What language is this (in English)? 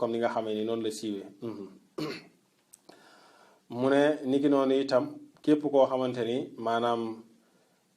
Wolof